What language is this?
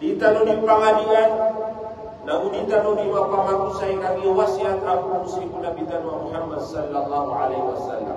Maranao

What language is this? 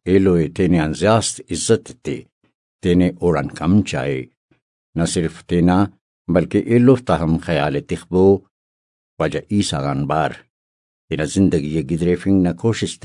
Brahui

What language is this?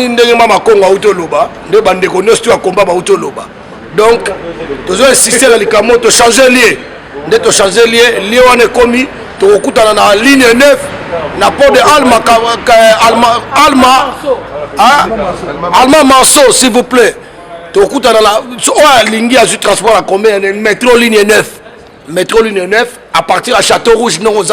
Lingala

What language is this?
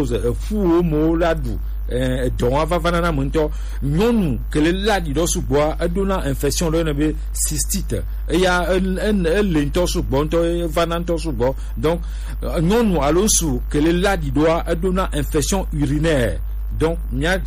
Gen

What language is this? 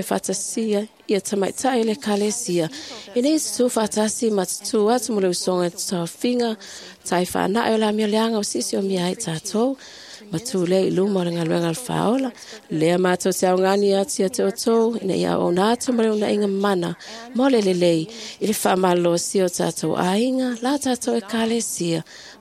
Samoan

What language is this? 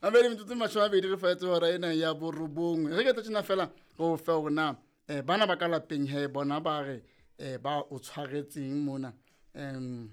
Southern Sotho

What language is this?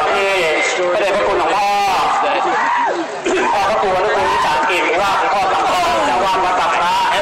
Thai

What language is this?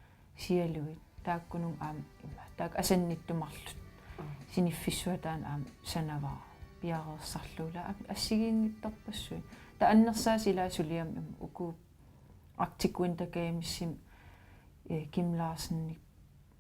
Kalaallisut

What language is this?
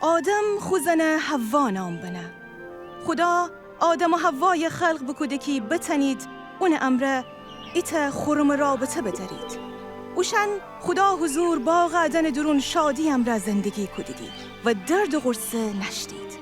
Gilaki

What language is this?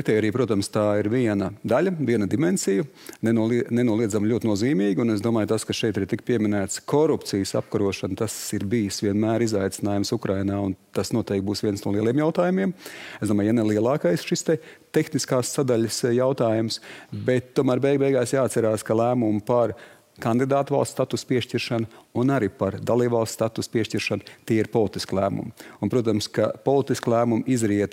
Latvian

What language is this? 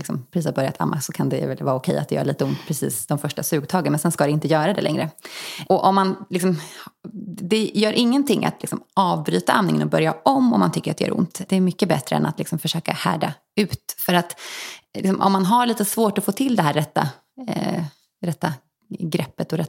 Swedish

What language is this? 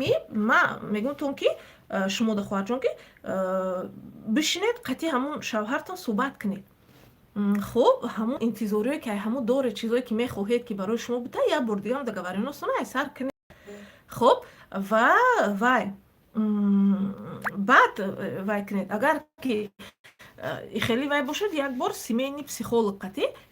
Tajik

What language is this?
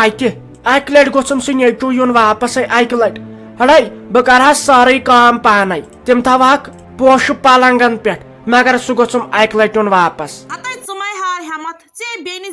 Kashmiri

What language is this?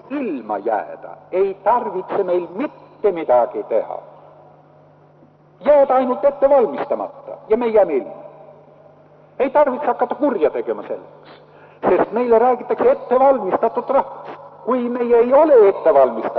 Estonian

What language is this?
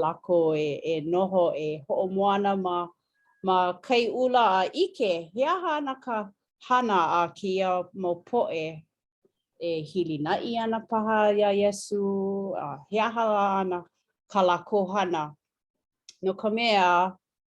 Hawaiian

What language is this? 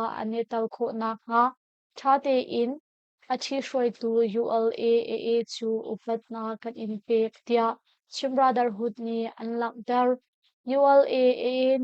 Hakha Chin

